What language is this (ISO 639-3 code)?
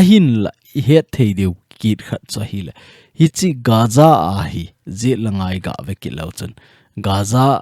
tcz